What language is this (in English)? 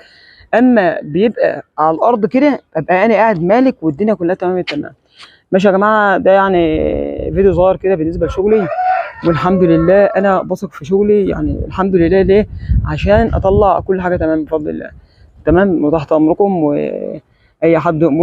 Egyptian Arabic